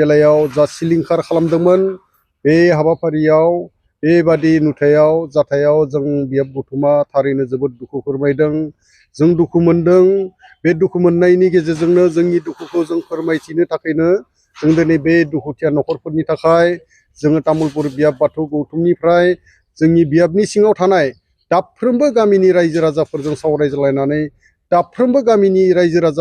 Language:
Bodo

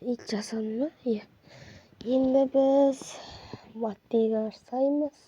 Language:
Kazakh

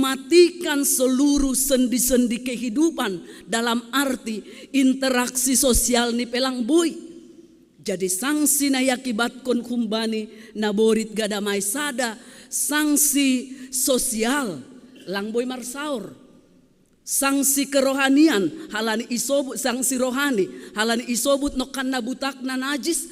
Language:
Batak Simalungun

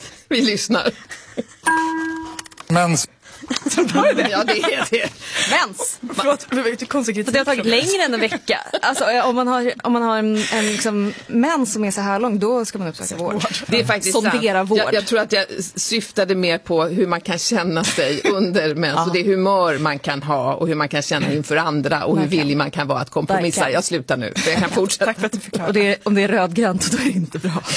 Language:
Swedish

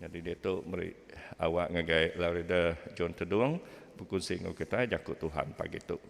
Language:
Iban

